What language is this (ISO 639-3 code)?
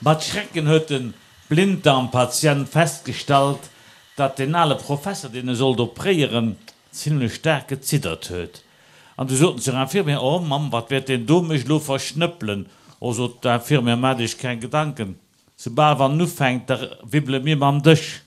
ltz